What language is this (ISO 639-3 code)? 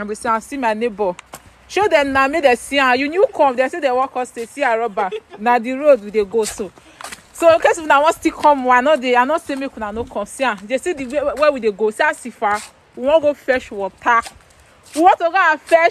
pcm